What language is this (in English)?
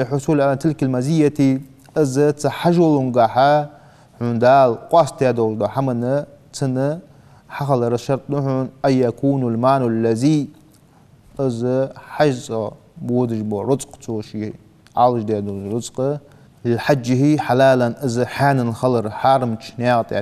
Ingush